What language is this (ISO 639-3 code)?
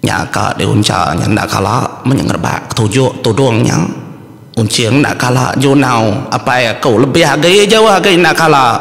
iba